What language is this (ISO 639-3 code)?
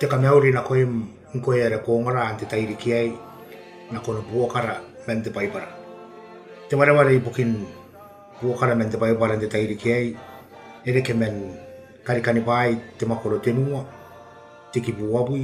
gil